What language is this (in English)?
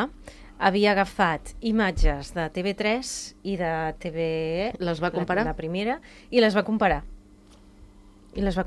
Catalan